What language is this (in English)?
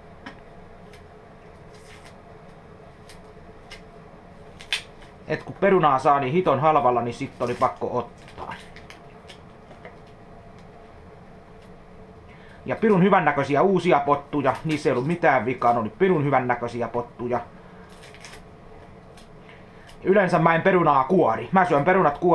Finnish